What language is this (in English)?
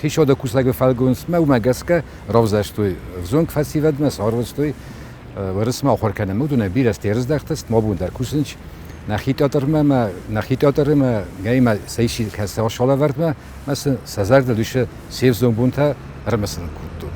Ossetic